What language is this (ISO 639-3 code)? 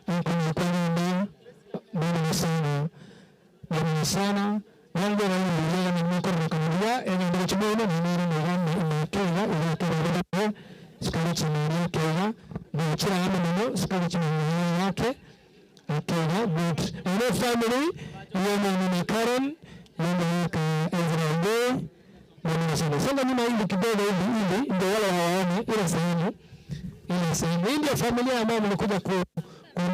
guz